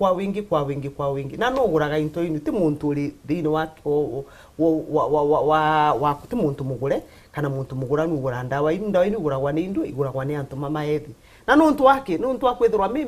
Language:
Meru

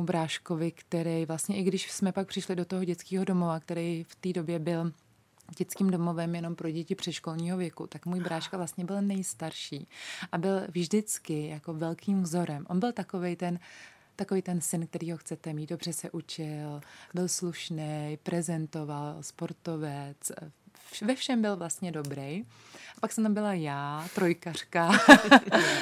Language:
Czech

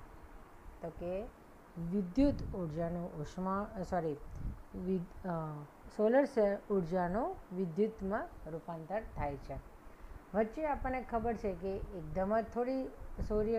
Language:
Gujarati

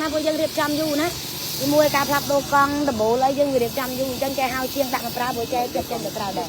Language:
Khmer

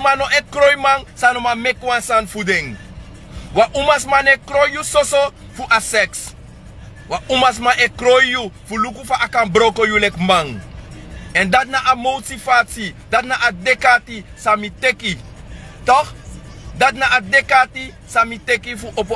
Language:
Sranan Tongo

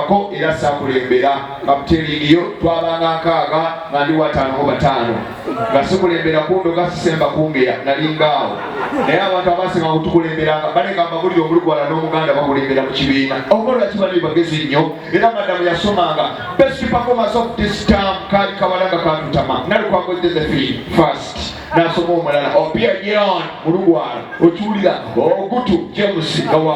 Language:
Ganda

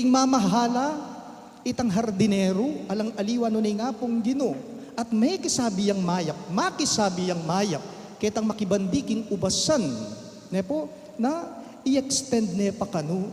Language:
Pampanga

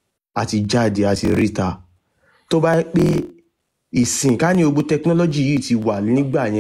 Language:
Yoruba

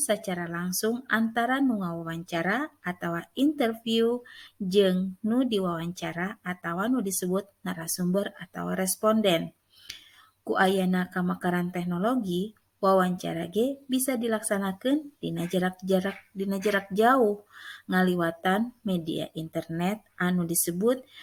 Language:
Sundanese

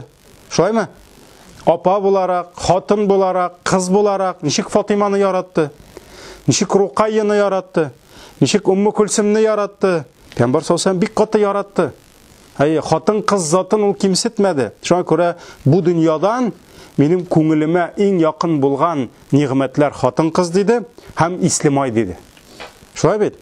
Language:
Tatar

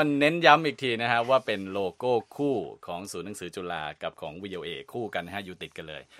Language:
Thai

